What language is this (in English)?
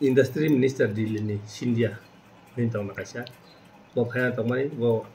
Kok Borok